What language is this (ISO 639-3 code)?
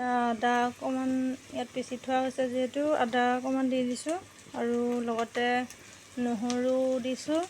asm